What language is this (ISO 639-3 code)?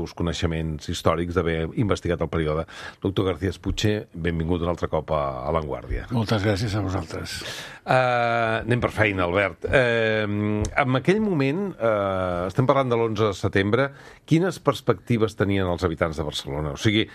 cat